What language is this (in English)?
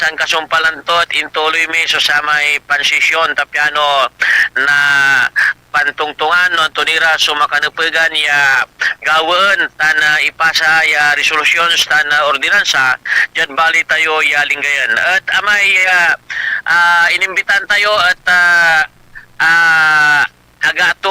Pangasinan